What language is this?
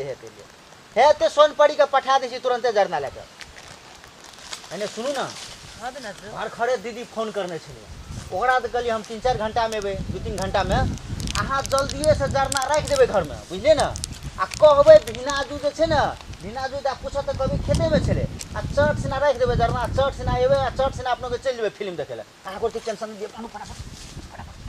Maithili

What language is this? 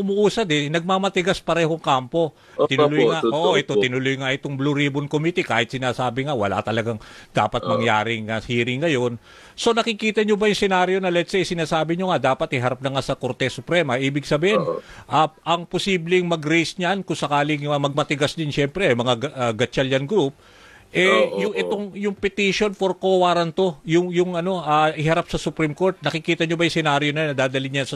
Filipino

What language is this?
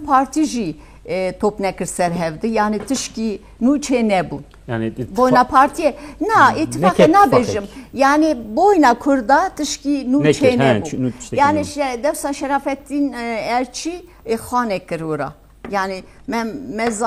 Kurdish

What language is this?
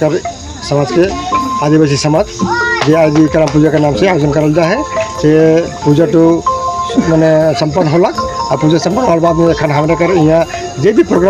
Sadri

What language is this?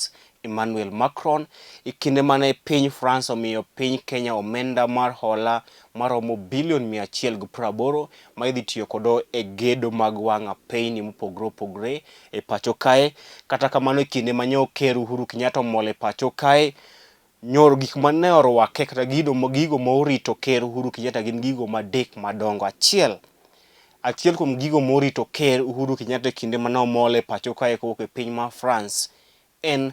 Luo (Kenya and Tanzania)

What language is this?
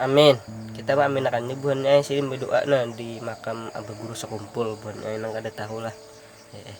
Banjar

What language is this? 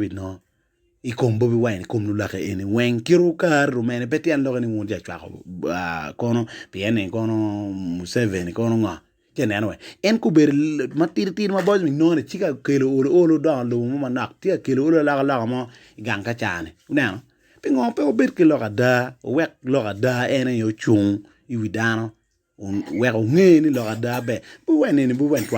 Acoli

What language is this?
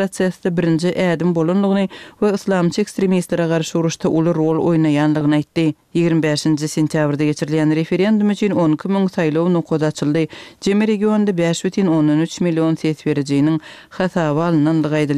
Turkmen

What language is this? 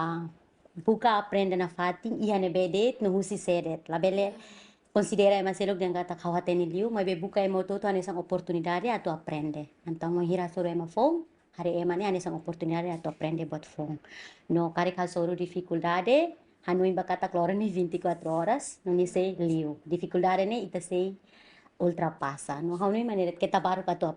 Tetum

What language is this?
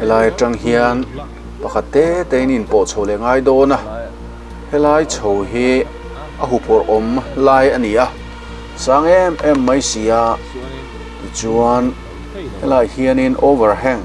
Mizo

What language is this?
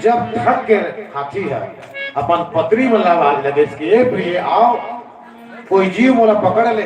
Chhattisgarhi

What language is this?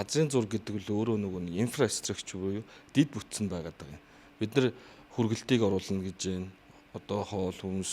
Mongolian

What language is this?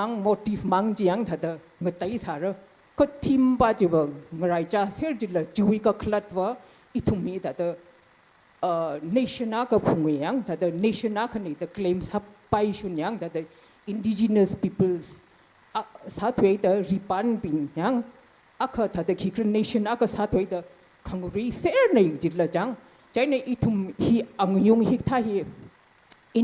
Tangkhul Naga (India)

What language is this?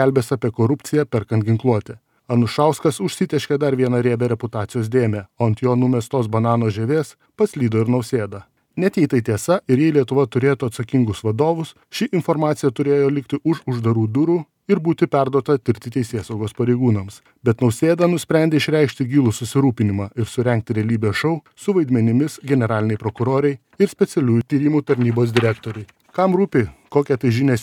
Lithuanian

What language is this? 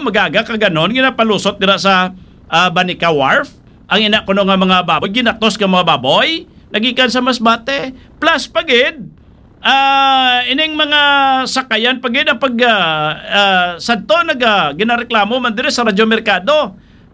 Hiligaynon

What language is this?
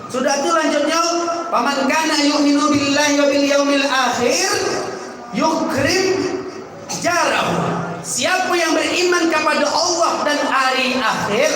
Minangkabau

